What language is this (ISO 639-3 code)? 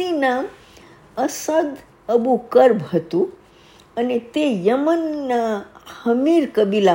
guj